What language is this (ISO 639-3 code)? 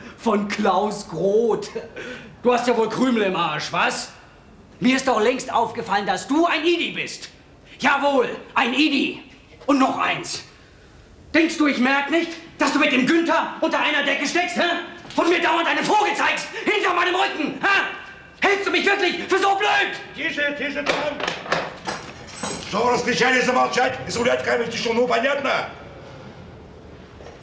deu